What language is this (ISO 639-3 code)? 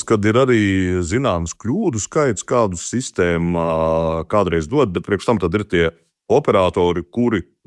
lav